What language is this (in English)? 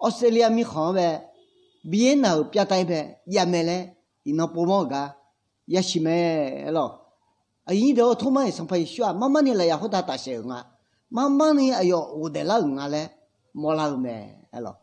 Akha